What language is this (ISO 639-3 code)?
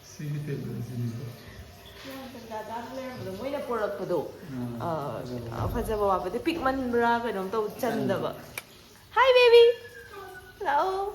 mni